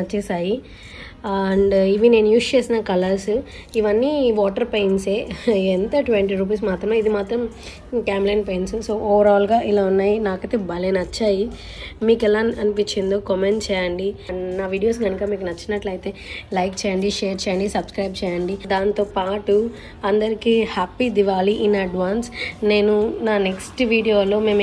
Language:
Telugu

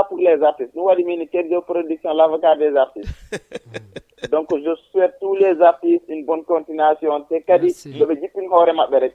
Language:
Fula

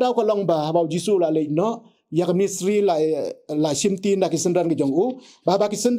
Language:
Khasi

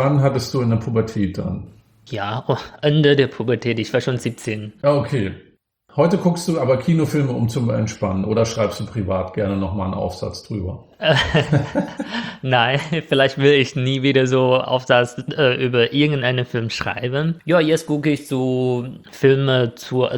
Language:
German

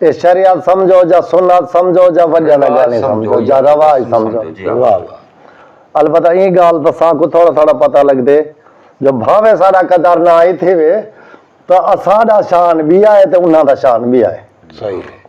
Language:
Saraiki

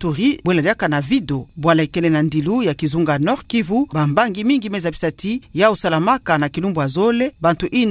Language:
Kituba (Democratic Republic of Congo)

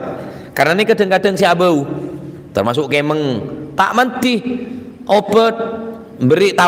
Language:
Madurese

